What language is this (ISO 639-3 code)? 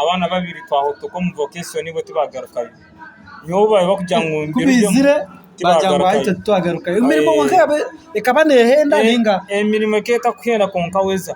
nyn